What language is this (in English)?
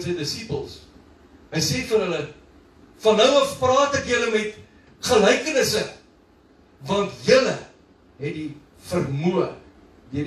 Afrikaans